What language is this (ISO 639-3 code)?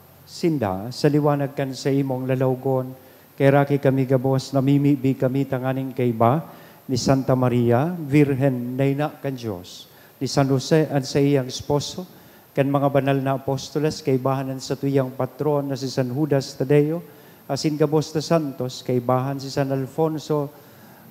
bik